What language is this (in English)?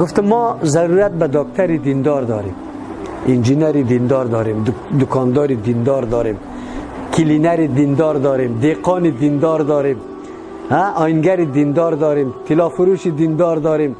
Persian